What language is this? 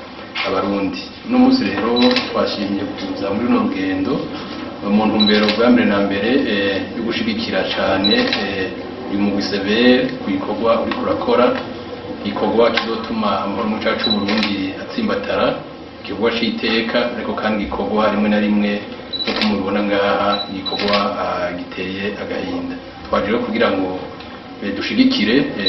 Rundi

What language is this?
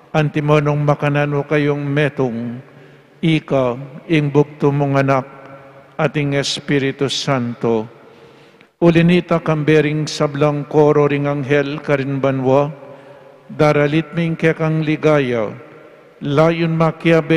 Pampanga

